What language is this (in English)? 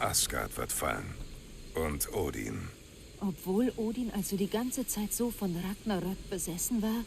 Bavarian